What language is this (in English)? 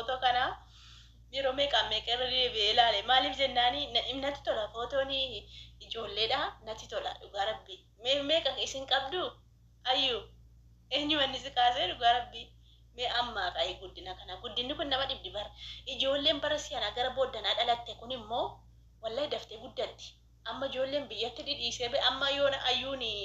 Oromo